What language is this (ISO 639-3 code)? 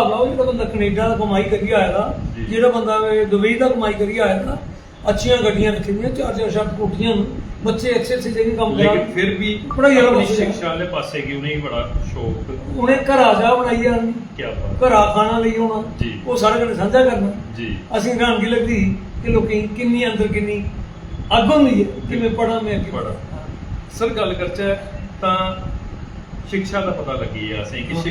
doi